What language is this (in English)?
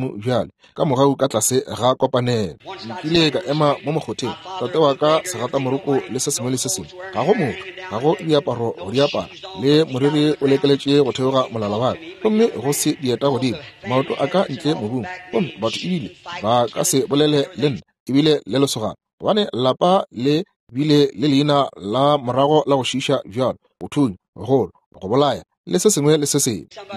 Northern Sotho